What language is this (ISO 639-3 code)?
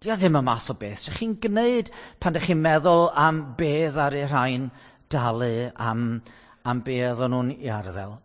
cym